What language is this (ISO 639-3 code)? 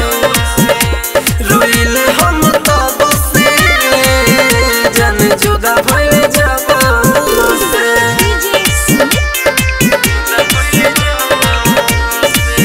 bho